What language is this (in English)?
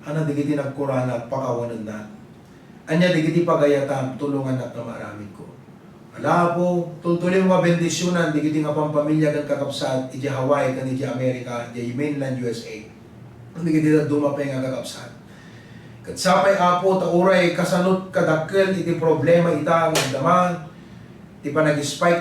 Iloko